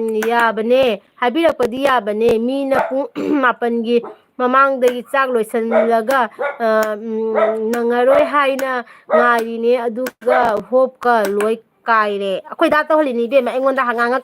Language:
Manipuri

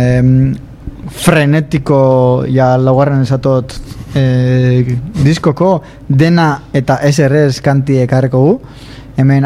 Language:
Basque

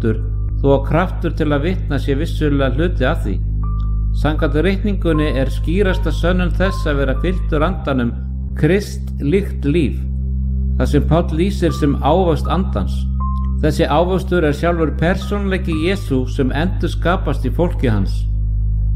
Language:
Icelandic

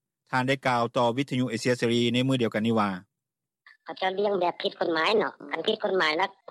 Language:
Lao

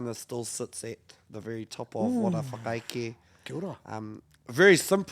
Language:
Māori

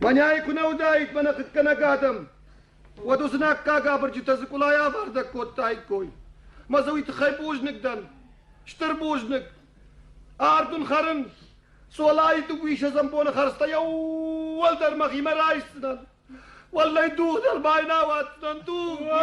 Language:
Ossetic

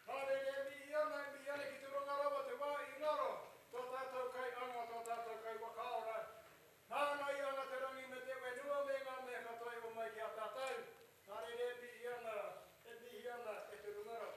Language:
Māori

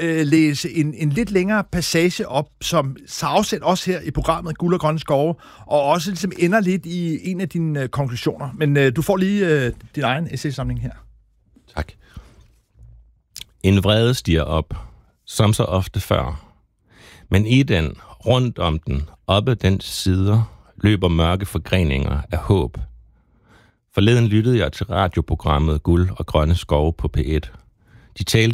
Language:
Danish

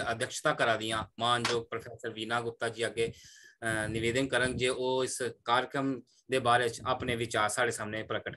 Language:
Dogri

